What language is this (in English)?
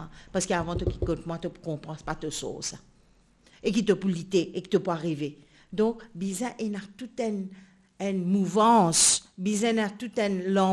Morisyen